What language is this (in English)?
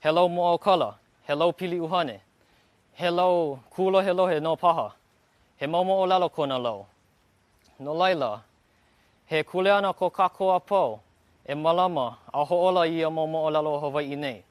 Hawaiian